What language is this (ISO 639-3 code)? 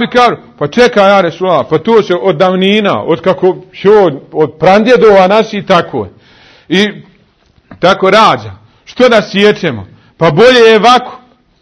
bos